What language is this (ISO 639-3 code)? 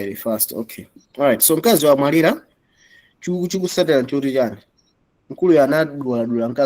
nya